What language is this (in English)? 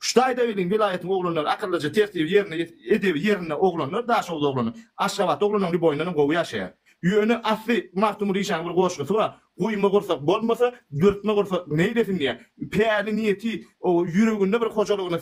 Turkmen